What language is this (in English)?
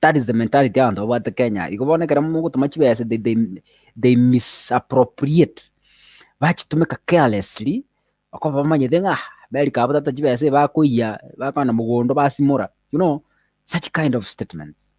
Gusii